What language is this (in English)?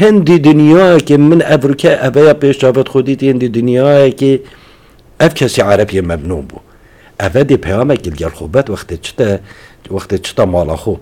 Kurdish